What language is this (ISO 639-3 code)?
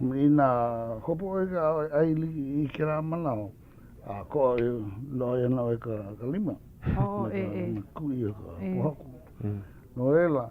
haw